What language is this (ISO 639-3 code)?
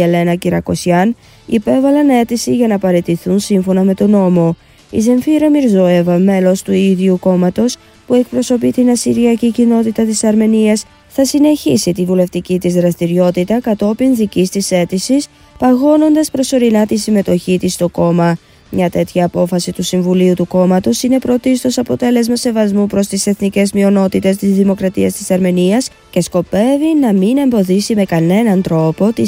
ell